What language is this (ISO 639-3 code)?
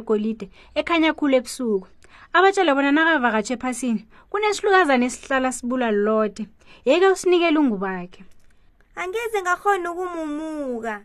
nbl